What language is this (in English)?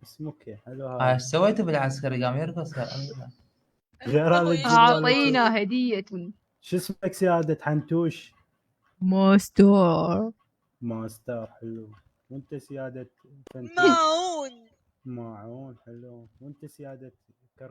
Mesopotamian Arabic